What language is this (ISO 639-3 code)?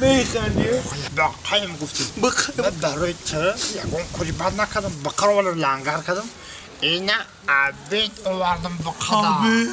tgk